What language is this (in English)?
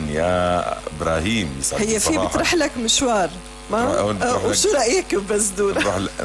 North Levantine Arabic